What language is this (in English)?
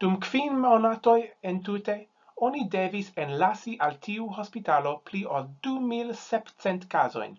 Esperanto